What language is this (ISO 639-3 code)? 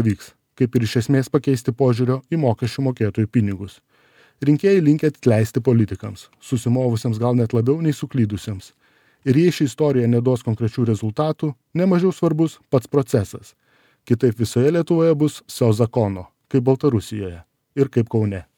lit